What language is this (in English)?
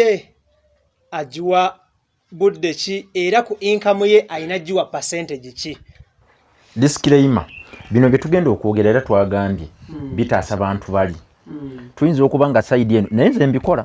Ganda